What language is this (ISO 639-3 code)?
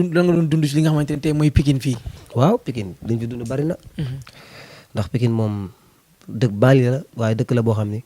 wol